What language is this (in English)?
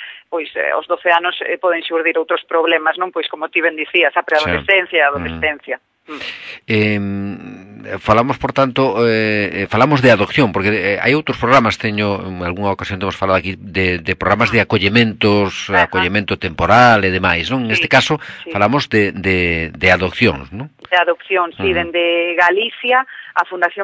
Galician